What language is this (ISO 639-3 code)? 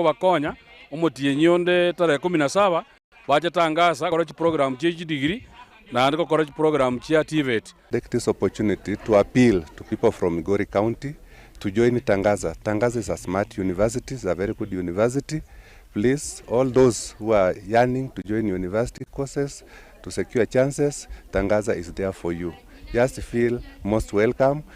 guz